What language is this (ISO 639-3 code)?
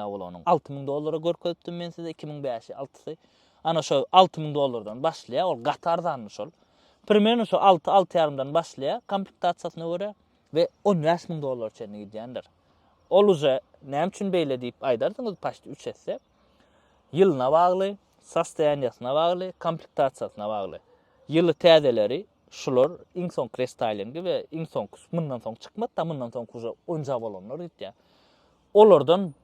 tuk